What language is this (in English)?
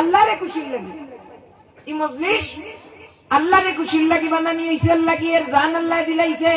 Sylheti